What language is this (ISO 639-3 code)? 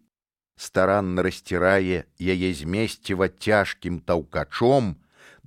bel